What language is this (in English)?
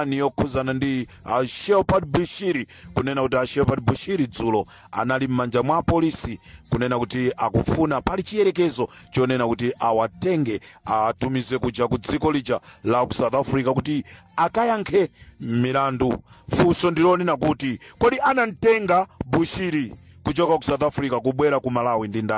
Nyanja